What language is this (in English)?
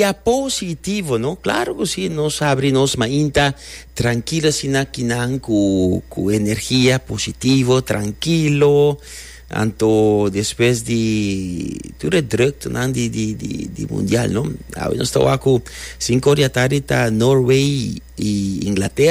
Papiamento